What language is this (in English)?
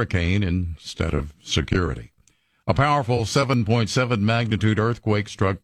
English